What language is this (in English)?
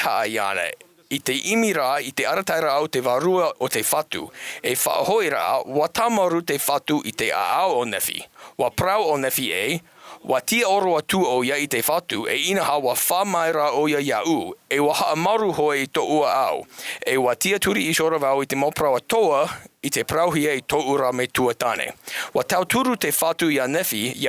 Tahitian